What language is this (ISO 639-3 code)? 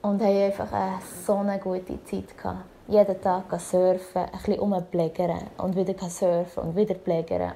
gsw